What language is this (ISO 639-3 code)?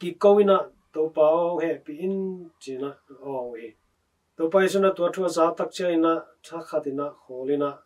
ctd